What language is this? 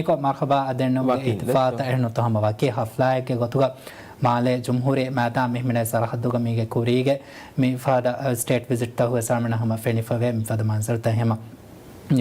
Divehi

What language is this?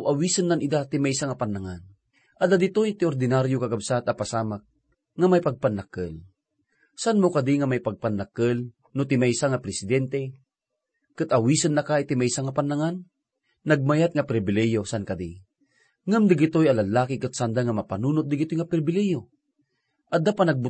Iloko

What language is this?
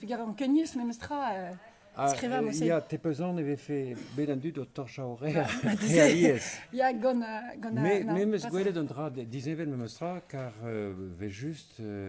Breton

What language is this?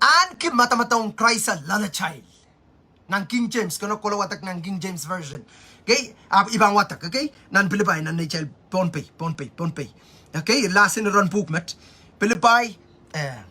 Pohnpeian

